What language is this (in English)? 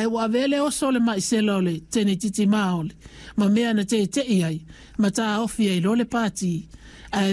Samoan